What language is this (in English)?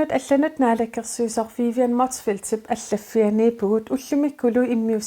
Kalaallisut